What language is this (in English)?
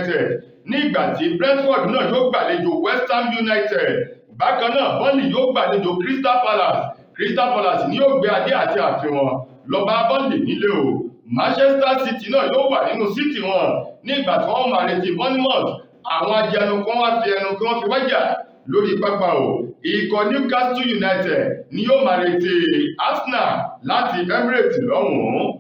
Yoruba